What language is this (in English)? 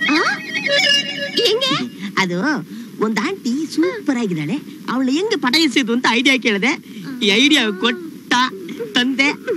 Kannada